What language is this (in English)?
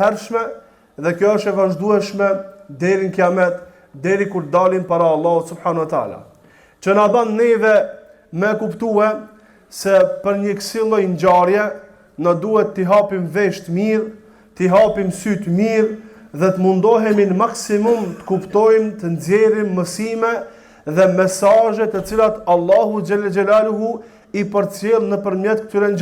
Albanian